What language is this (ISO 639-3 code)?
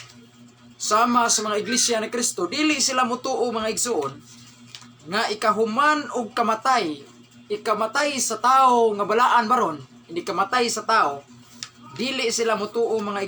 ceb